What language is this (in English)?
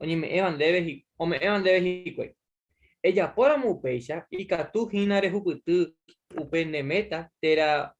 Guarani